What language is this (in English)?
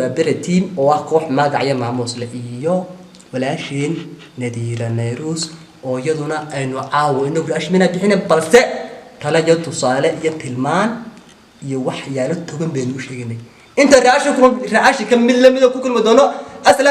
Somali